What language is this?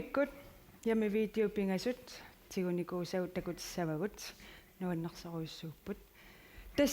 Kalaallisut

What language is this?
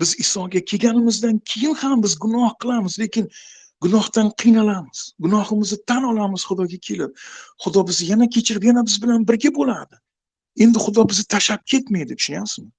Uzbek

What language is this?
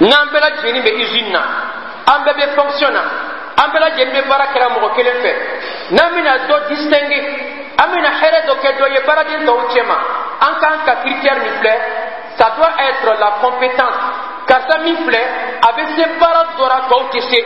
Bambara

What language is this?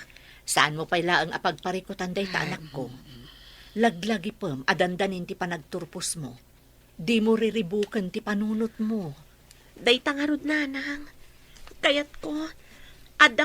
Iloko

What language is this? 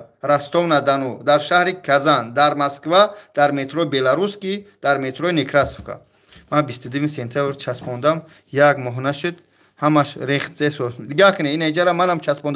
Tajik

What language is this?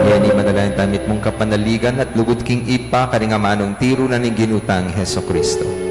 Pampanga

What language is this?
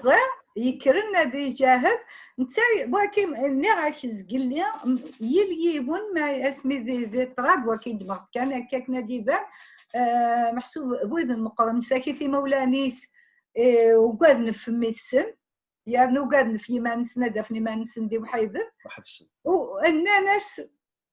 Kabyle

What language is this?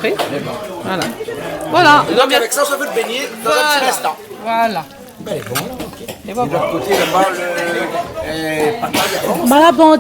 Réunion Creole French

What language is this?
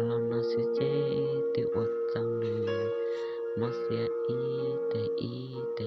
Hmong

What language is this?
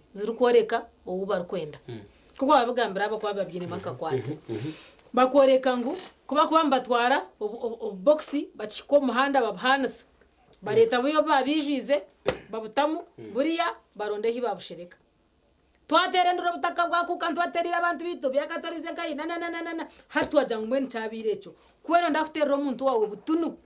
Nyankole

